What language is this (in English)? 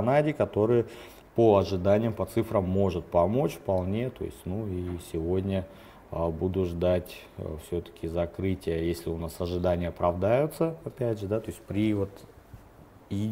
Russian